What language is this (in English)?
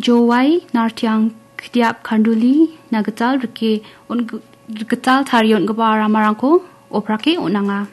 Garo